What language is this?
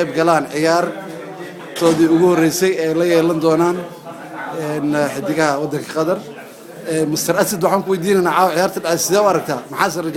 Somali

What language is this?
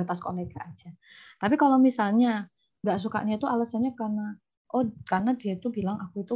Indonesian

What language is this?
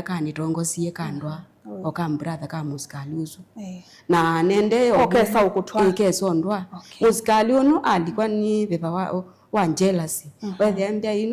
Kamba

